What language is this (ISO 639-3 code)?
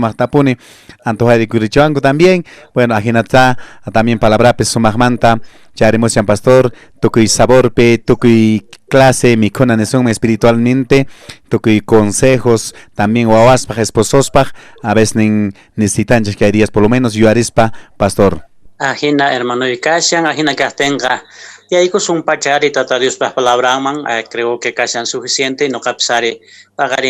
que